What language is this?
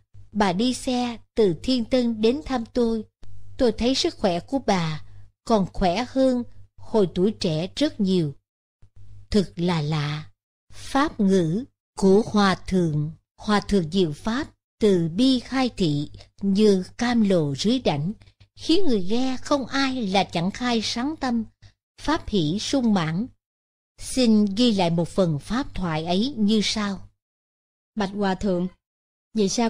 Vietnamese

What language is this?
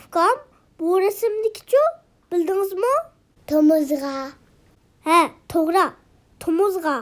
Uyghur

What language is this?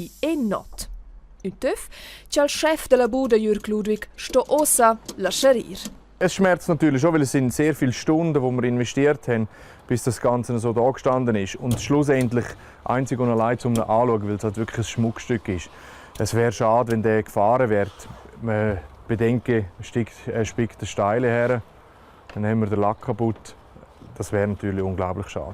Romansh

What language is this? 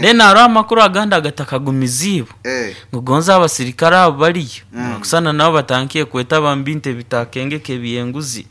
Nyankole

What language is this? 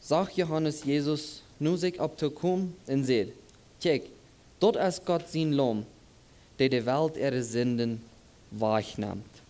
Plautdietsch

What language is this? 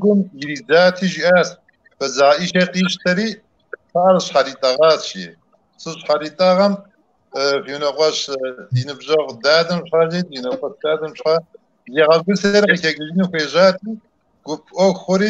Kabardian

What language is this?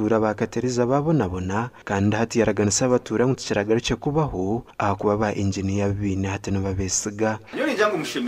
Nyankole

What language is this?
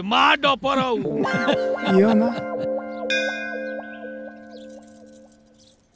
Bhojpuri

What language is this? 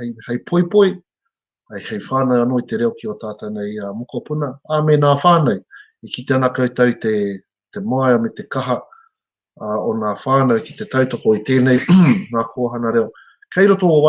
Māori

